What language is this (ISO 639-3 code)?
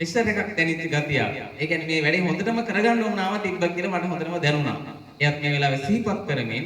sin